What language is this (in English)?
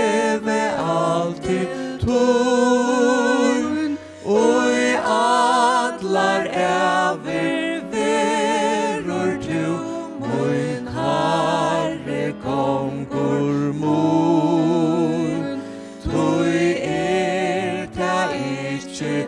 Faroese